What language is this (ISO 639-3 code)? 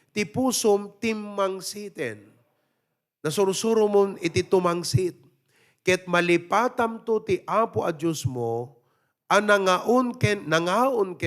ilo